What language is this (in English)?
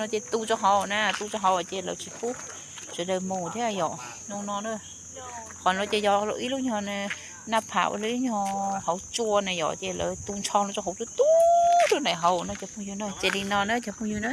Hmong